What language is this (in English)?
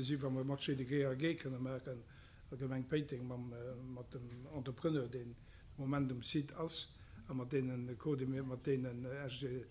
Luxembourgish